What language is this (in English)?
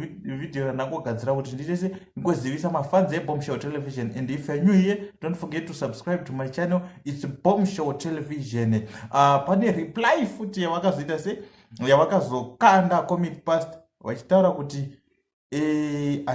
Shona